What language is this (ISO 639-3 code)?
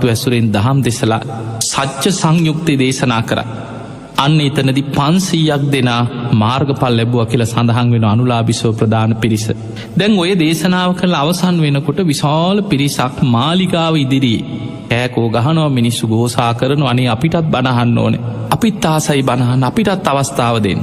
sin